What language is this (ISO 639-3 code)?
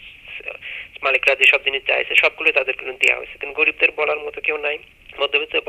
ben